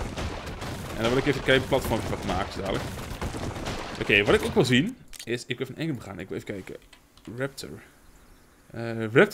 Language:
Dutch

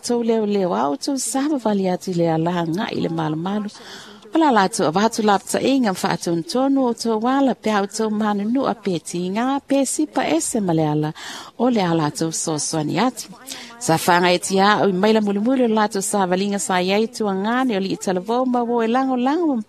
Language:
Samoan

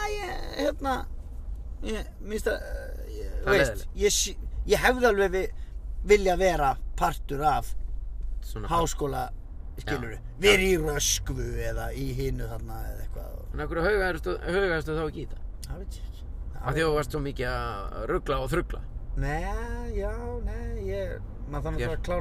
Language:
Icelandic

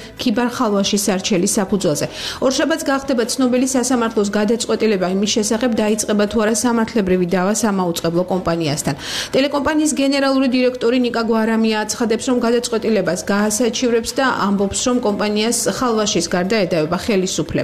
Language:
Georgian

